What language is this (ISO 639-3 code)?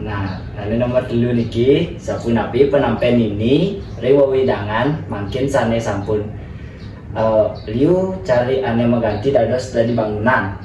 ban